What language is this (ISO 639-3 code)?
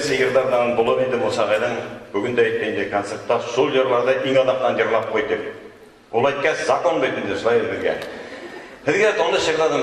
bak